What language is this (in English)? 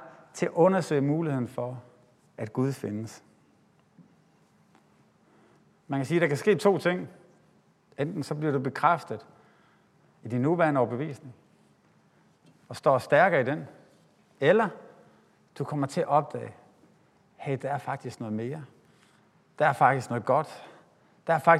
Danish